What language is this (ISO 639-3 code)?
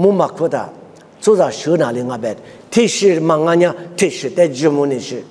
lis